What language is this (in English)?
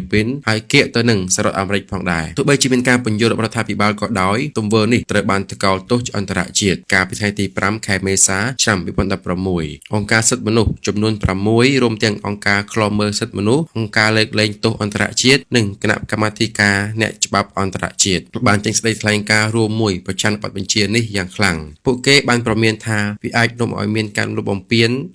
Khmer